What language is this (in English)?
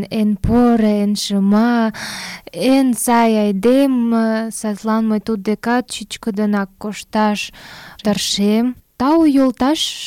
Mari